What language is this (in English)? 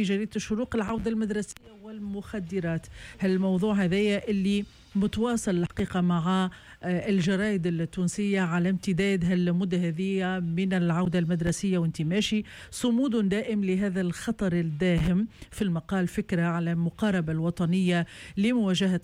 Tunisian Arabic